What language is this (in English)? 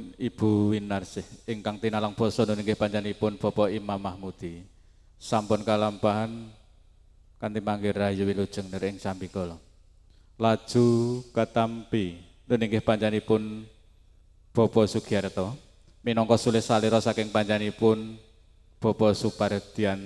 Javanese